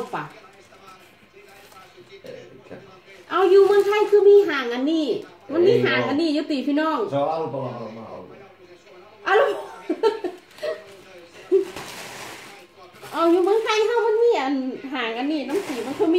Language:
Thai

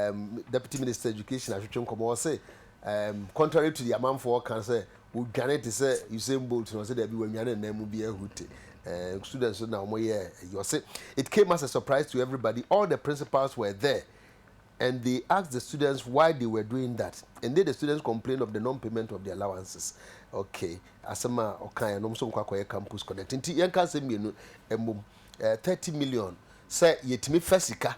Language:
Akan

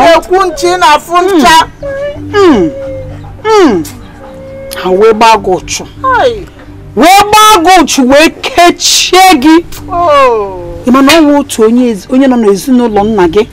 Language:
Igbo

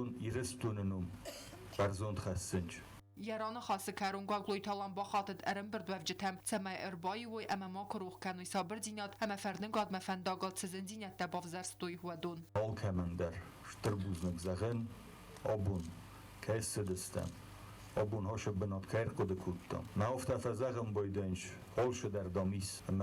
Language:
Ossetic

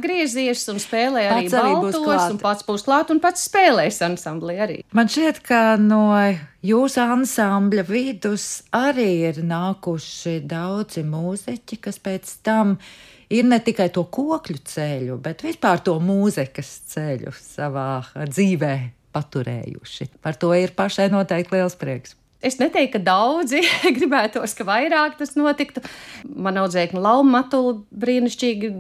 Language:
Latvian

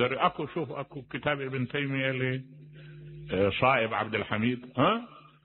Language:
Mesopotamian Arabic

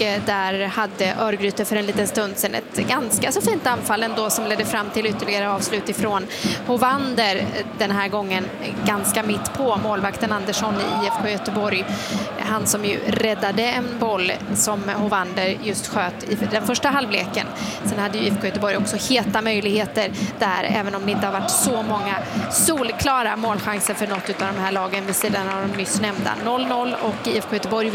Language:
Swedish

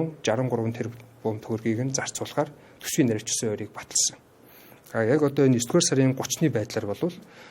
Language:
Mongolian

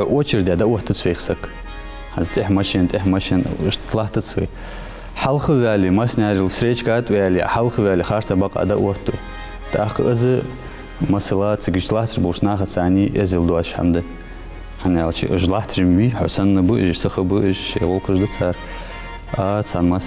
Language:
Ingush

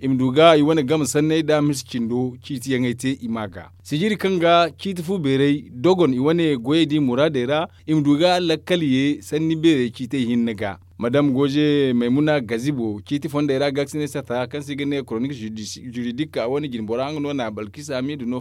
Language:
Zarma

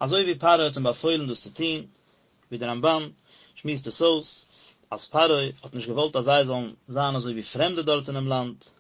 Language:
Yiddish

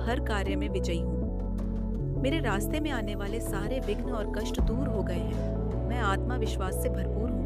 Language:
Hindi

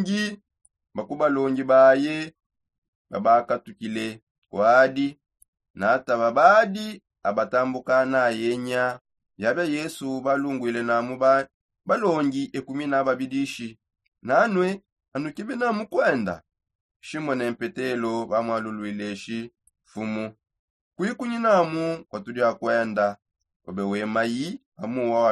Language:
Songe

